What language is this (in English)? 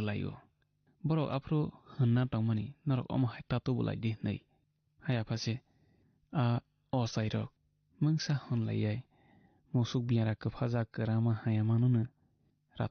Kok Borok